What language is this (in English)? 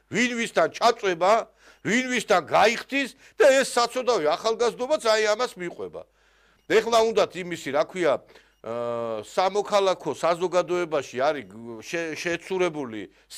Georgian